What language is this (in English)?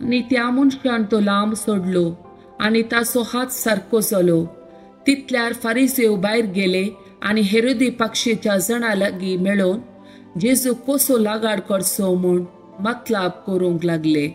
Konkani